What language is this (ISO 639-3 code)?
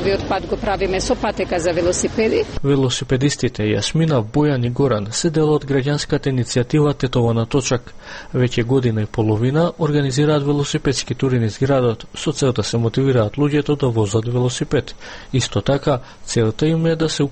mkd